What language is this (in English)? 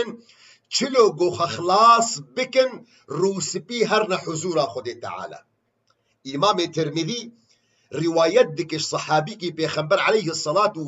Kurdish